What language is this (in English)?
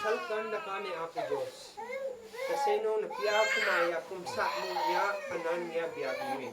Isnag